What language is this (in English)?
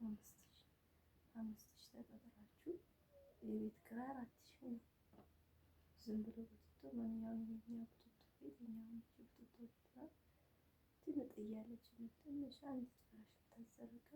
Amharic